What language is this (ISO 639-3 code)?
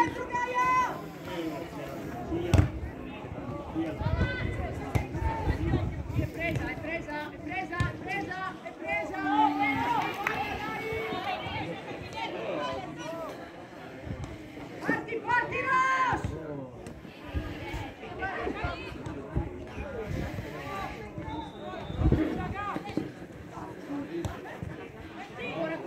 ita